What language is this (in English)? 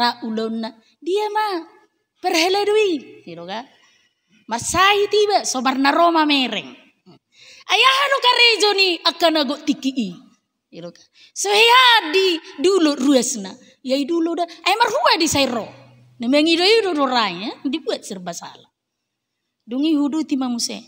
Batak Toba